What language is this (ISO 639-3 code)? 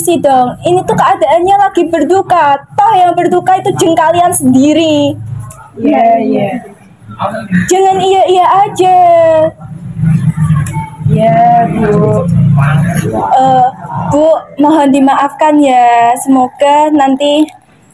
ind